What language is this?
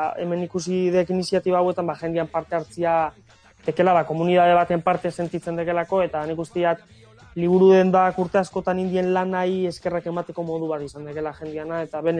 Basque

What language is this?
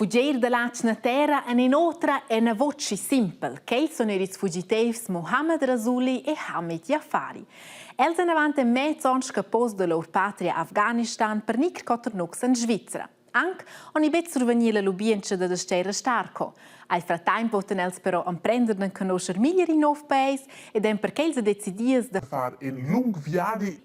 Romansh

